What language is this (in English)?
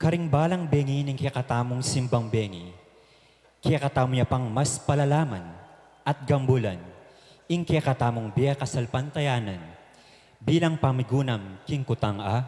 Pampanga